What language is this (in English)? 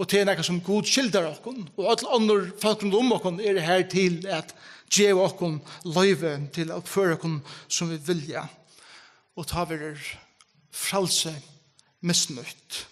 Faroese